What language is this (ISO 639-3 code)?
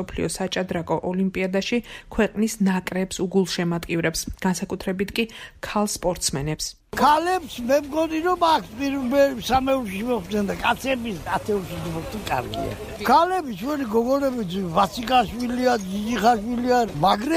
kat